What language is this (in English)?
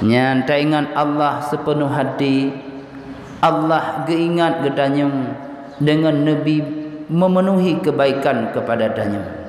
Achinese